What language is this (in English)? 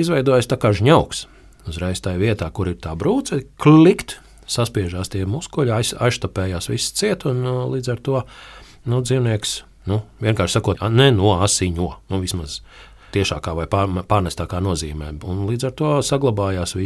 Latvian